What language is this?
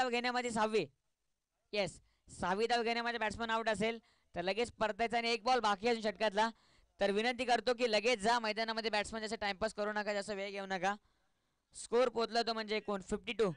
Marathi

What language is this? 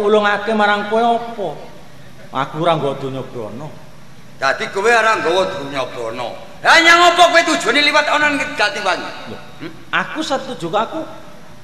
Javanese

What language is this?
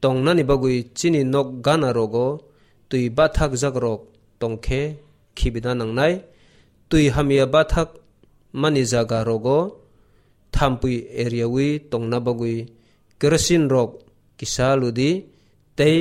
Kok Borok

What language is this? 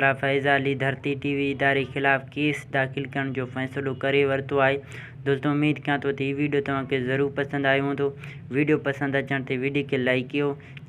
Sindhi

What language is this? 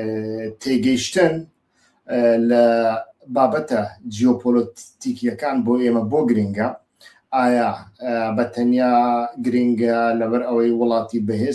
Central Kurdish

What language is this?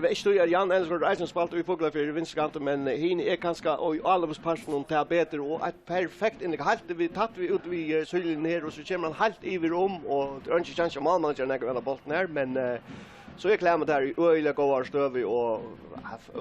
Faroese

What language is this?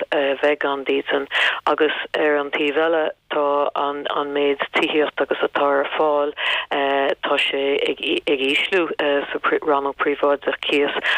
Irish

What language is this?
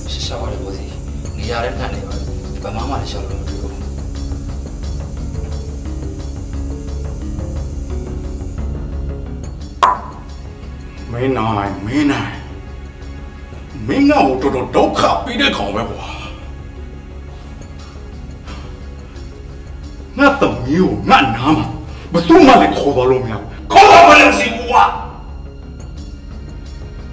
Burmese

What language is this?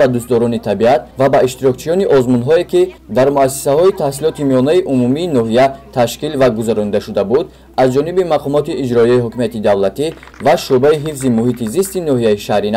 Tajik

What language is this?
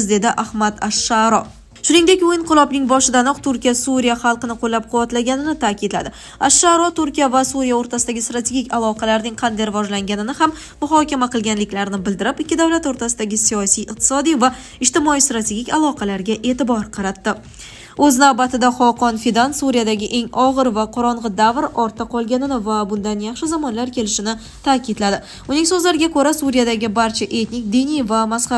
Uzbek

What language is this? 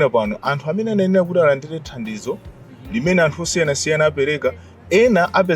Nyanja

